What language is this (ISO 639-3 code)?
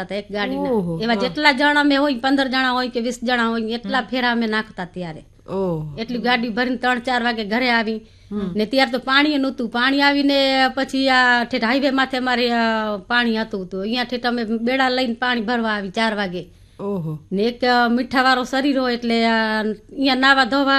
guj